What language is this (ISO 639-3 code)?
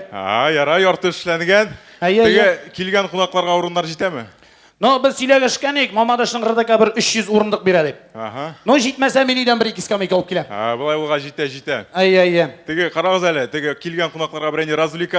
tat